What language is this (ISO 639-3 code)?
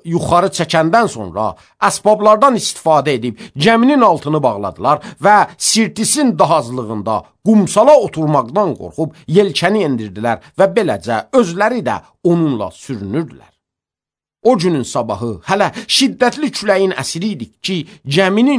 aze